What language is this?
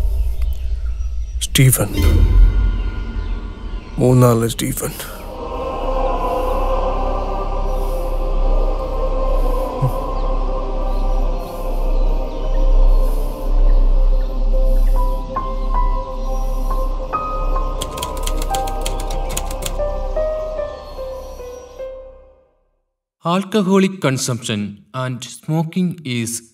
Malayalam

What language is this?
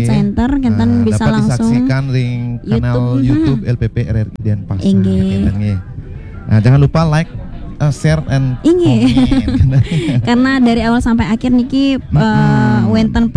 Balinese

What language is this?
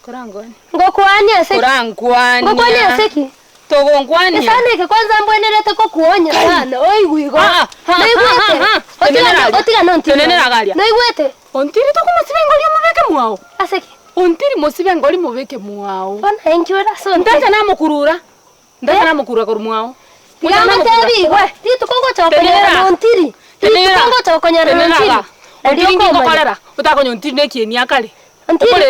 Gusii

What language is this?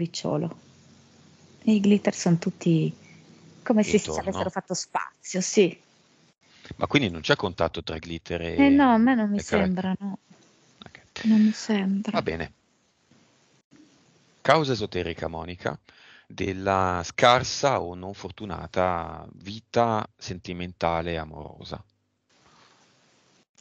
Italian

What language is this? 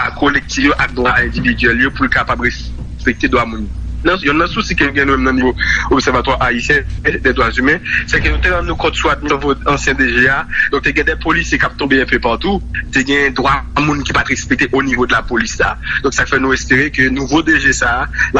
Haitian Creole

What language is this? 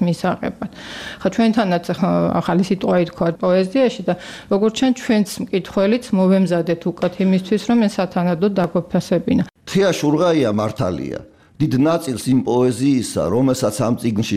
Georgian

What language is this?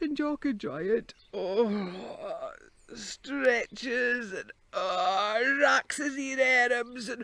Scots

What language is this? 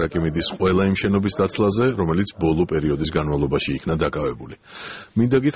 Georgian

